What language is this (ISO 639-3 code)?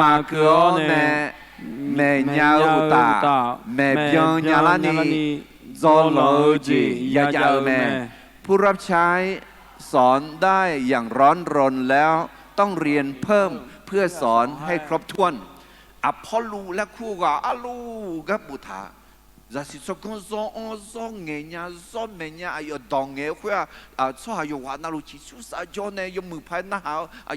ahk